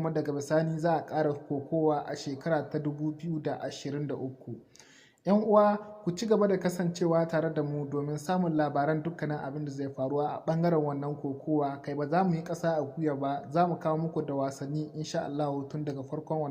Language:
Hausa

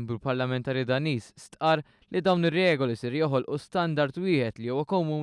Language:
Maltese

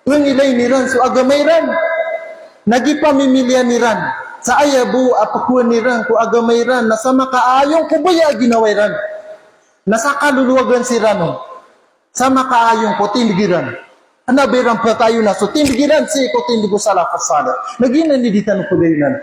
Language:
Maranao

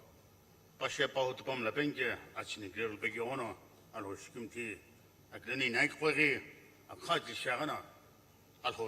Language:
Sumi Naga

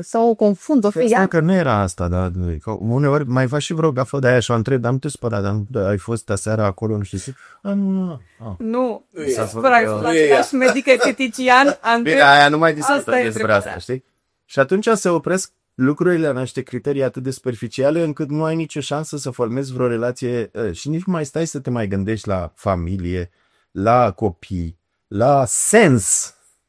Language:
Romanian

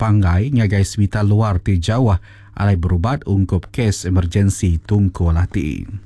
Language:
Iban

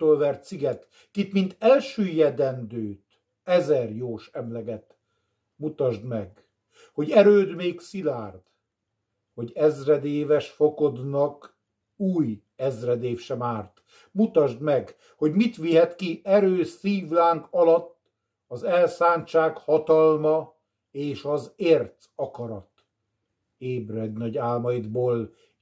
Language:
Hungarian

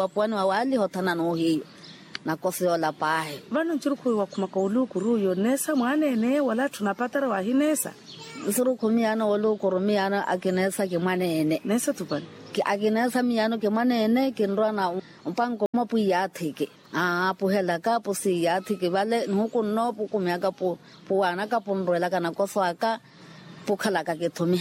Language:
Makhuwa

